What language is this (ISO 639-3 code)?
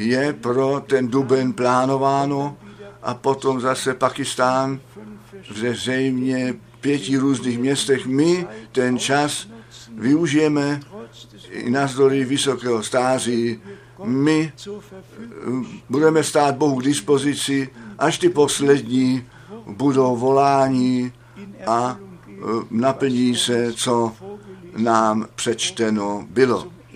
ces